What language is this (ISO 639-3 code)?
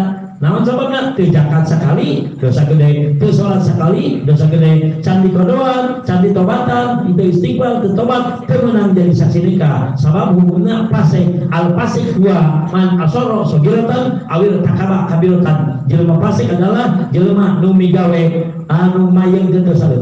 sun